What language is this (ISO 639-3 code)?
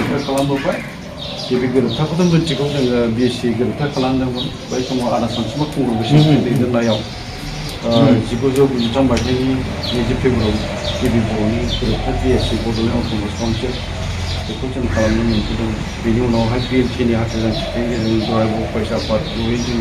brx